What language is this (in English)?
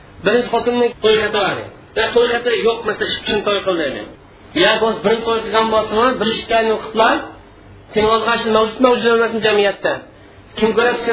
Uyghur